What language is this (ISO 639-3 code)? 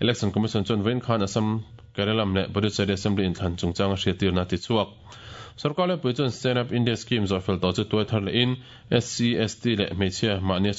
lus